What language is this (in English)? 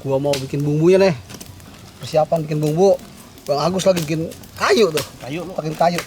Betawi